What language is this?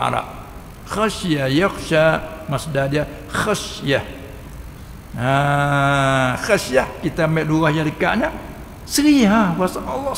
Malay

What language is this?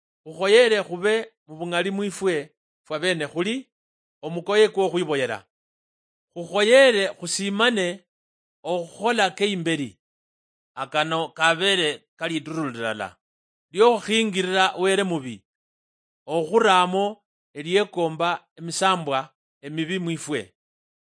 Luyia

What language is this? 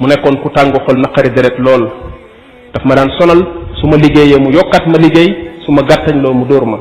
Wolof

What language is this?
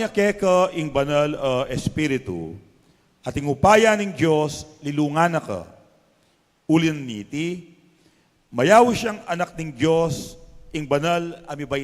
Pampanga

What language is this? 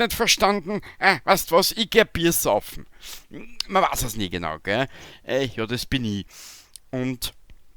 Bavarian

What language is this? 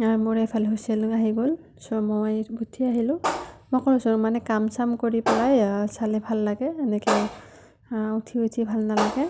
Assamese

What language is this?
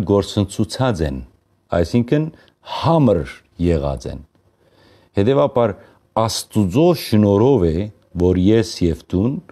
Western Armenian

